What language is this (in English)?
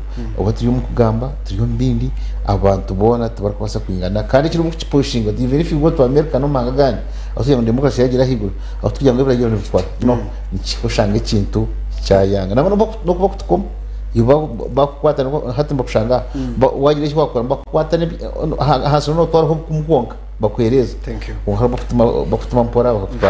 Nyankole